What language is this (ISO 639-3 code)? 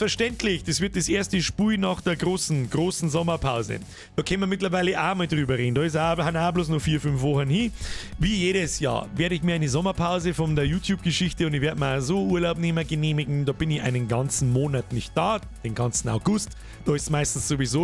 bar